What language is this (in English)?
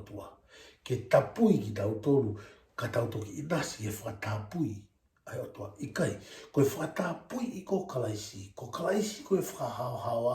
Tongan